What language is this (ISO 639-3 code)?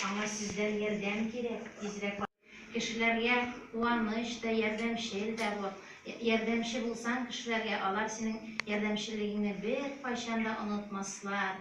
tat